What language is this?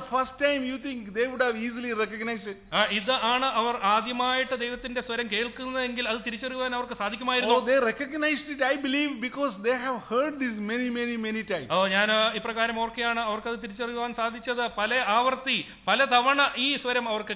Malayalam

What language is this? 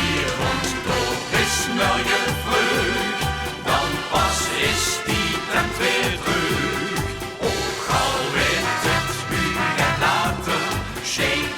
Limburgish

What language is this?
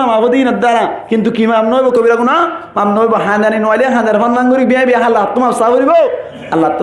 Rohingya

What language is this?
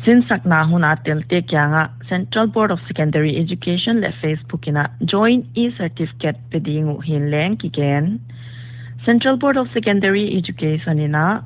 Paite Chin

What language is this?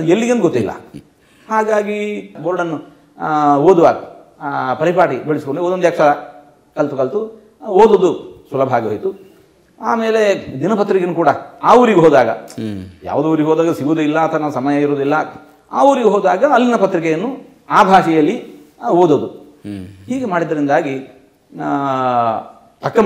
Kannada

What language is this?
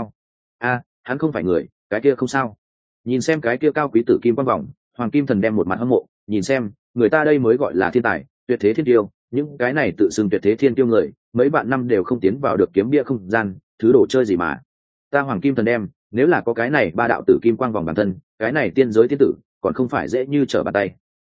Vietnamese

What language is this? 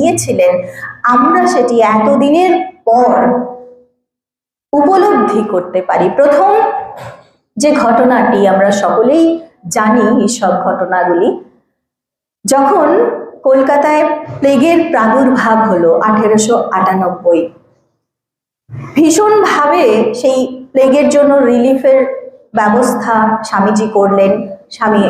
Bangla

